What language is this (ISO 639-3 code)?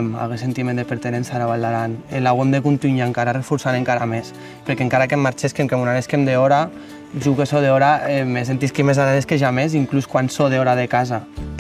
oci